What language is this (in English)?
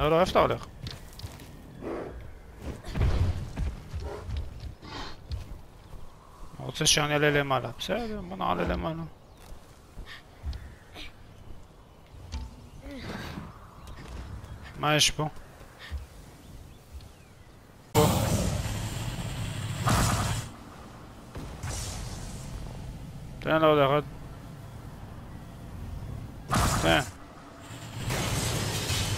Hebrew